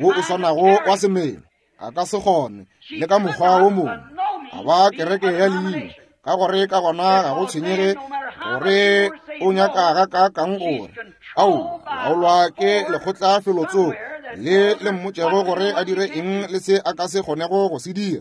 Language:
Northern Sotho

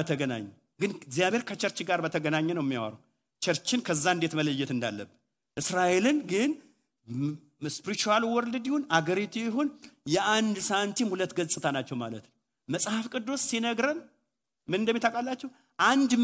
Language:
Amharic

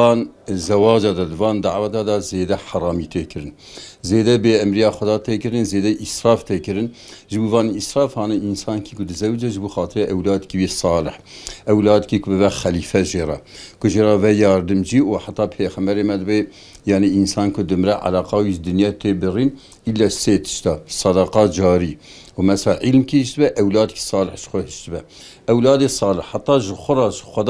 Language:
Kurdish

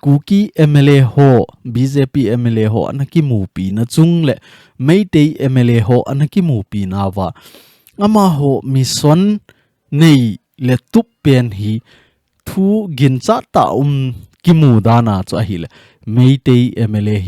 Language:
Thado Chin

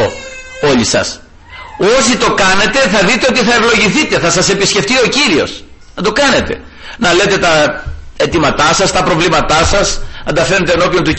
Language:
Greek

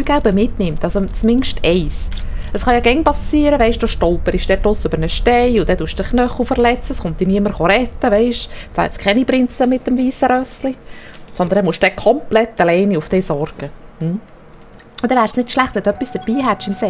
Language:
Swiss German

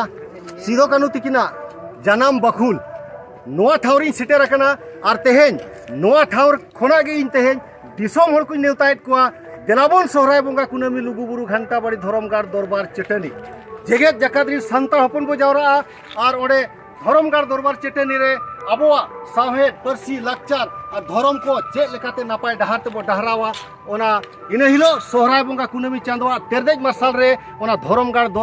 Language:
Santali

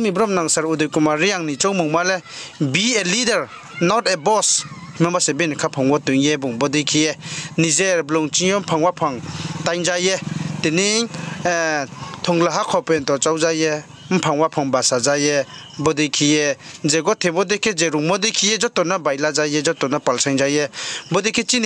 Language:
Riang (India)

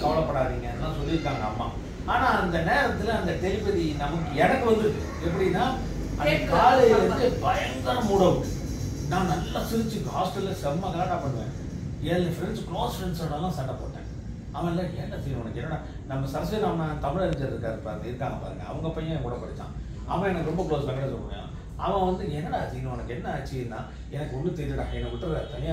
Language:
Tamil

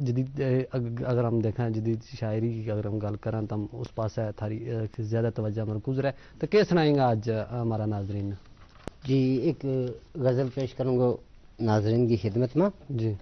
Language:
Gujari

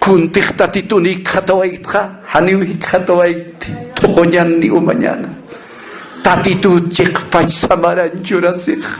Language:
Aymara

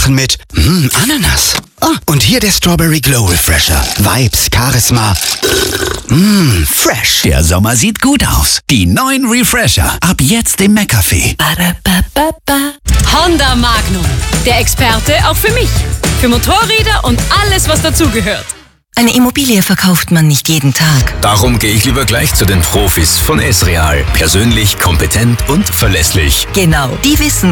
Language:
German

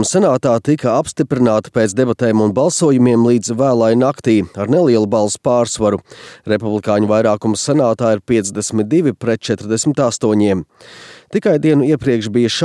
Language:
Latvian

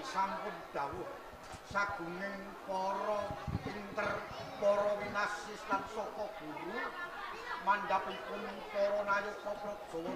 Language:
Javanese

